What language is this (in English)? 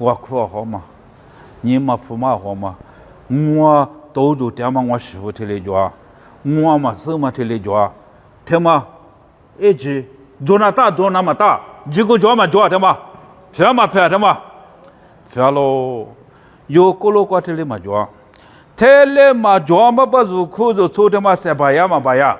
Lisu